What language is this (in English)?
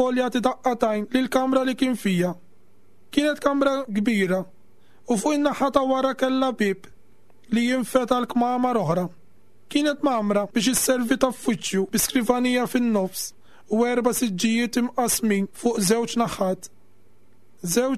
Maltese